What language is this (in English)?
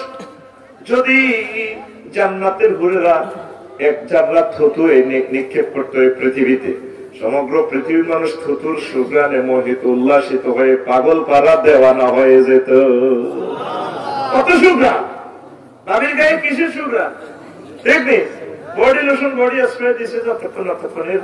Bangla